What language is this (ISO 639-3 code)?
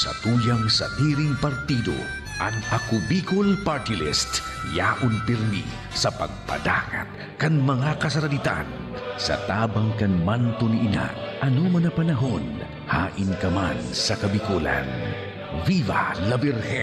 bik